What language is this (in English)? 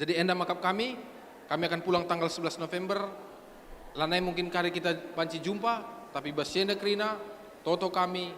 Batak Karo